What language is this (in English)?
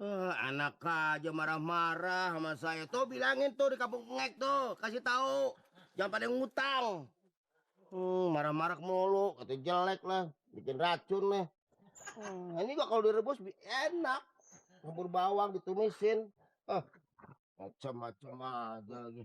Betawi